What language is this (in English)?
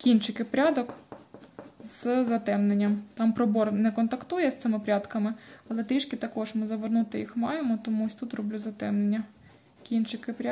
Ukrainian